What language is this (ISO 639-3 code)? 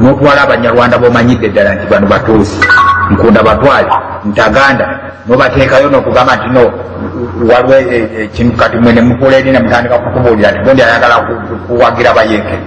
lug